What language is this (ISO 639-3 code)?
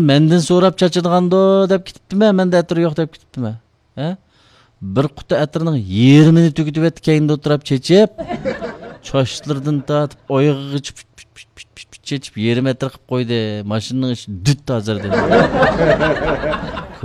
uig